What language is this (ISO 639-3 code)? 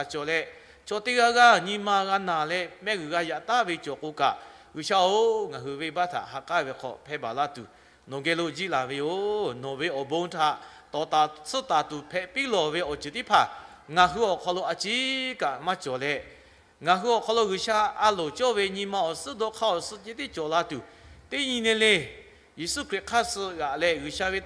lhu